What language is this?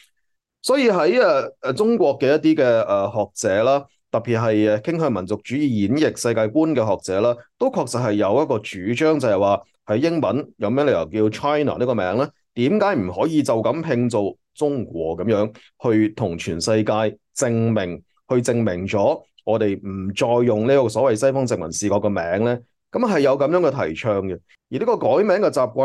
Cantonese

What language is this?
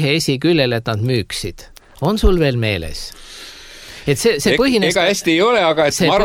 Estonian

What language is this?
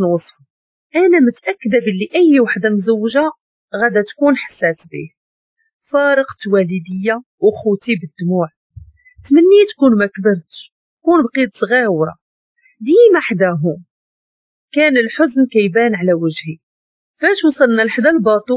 Moroccan Arabic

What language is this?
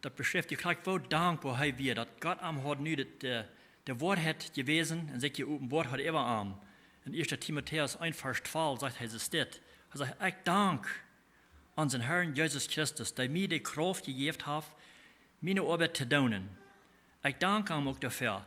Plautdietsch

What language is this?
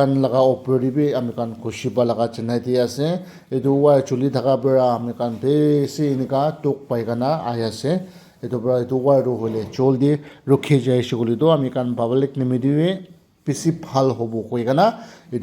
Naga Pidgin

